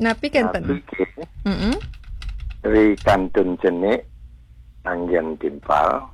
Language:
Balinese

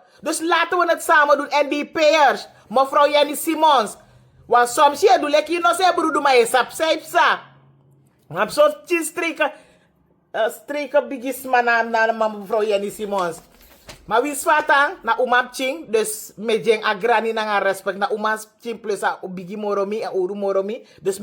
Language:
Sranan Tongo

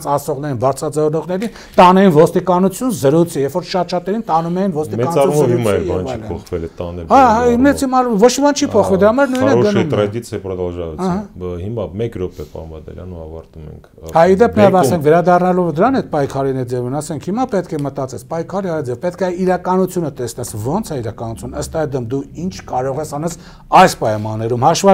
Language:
Armenian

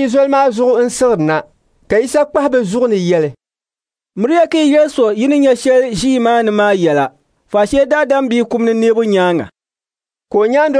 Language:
Dagbani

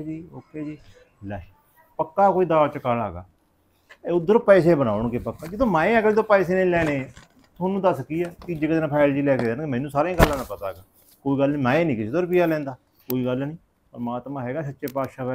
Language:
Punjabi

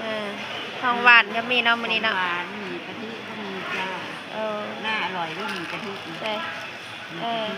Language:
Northeastern Thai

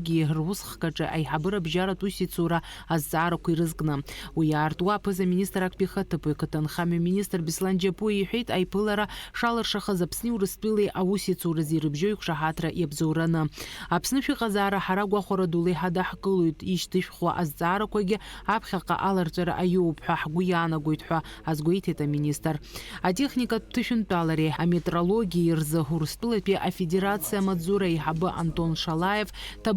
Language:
Abkhazian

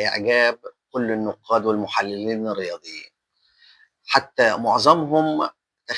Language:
Egyptian Arabic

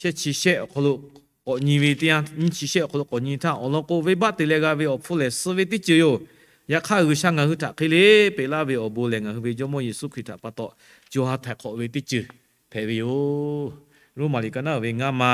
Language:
Lahu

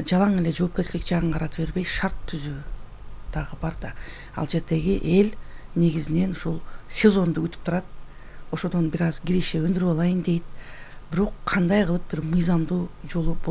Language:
Kyrgyz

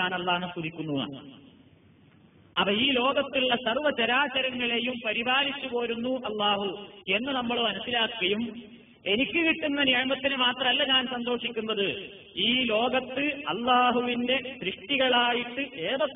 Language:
Malayalam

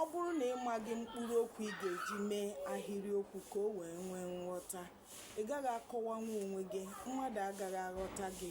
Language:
Igbo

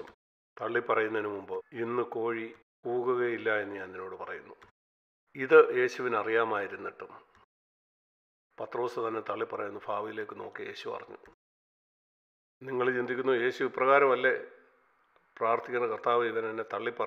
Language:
Malayalam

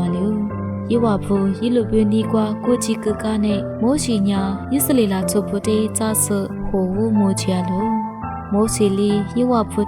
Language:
Lisu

